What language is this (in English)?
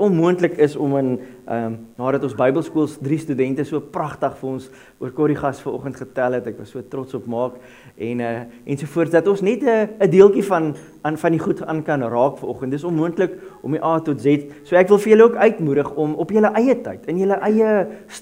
Afrikaans